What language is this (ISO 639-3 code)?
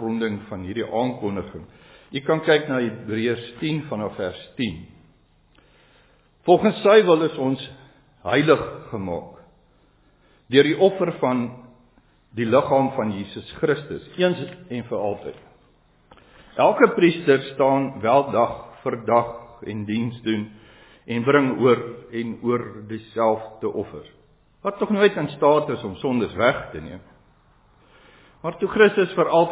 afr